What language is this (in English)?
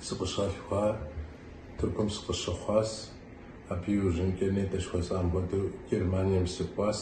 Kabardian